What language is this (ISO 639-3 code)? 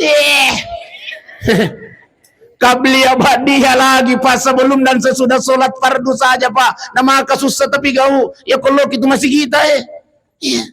bug